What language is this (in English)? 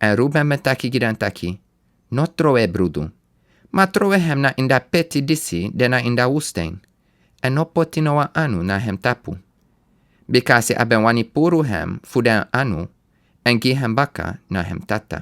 Sranan Tongo